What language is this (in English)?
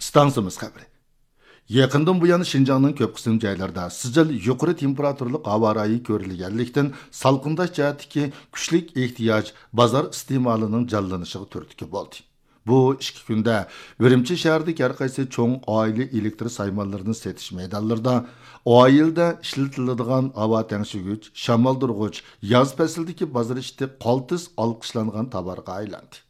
Uyghur